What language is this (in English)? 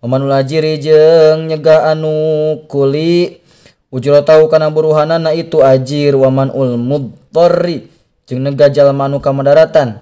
Sundanese